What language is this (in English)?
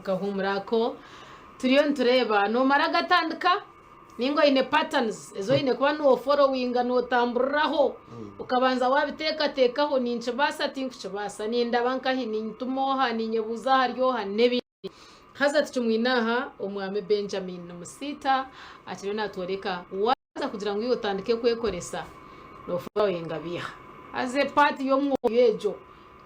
Nyankole